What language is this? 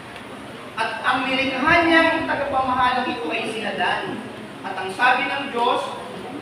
Filipino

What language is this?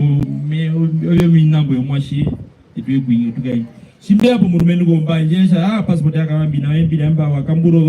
Herero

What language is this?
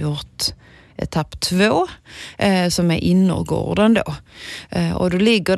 Swedish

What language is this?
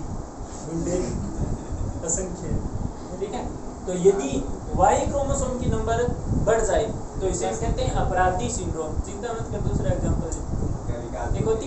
Hindi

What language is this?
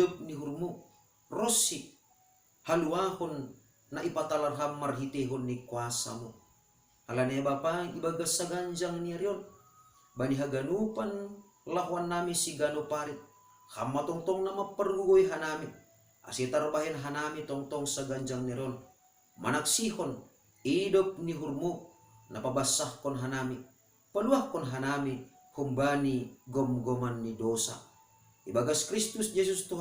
Batak Simalungun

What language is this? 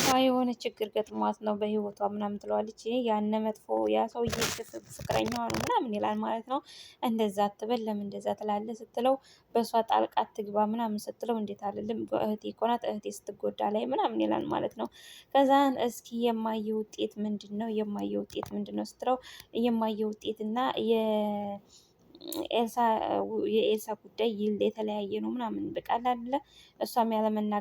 Amharic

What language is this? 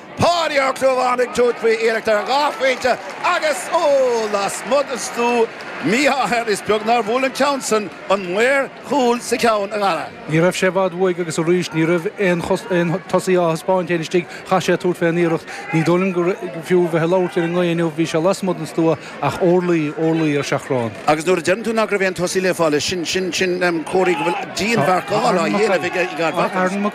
Irish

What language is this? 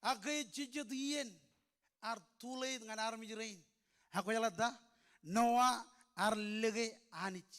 Marshallese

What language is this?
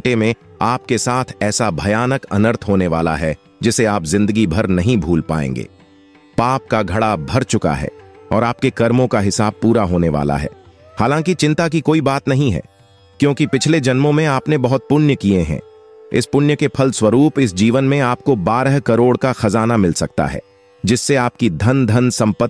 Hindi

